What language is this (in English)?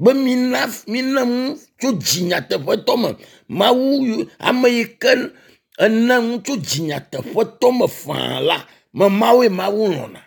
Ewe